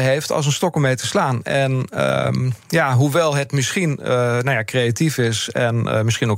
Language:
Dutch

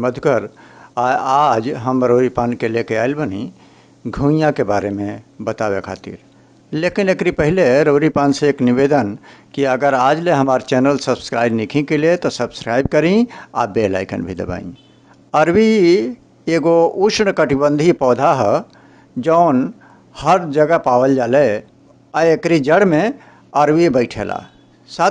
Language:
Bhojpuri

